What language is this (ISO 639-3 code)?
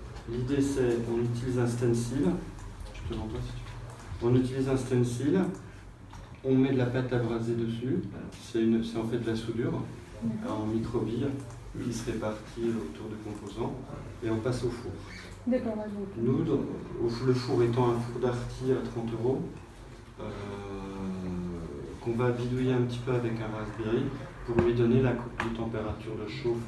fra